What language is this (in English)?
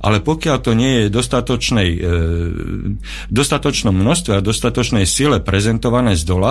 Slovak